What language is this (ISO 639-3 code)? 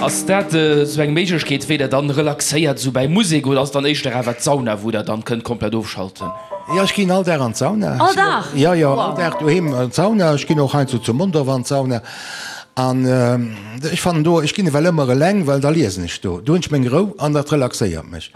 ltz